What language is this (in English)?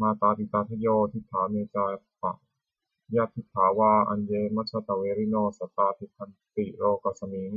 Pali